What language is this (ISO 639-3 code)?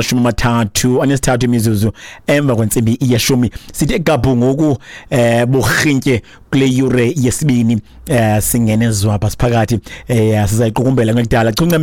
xho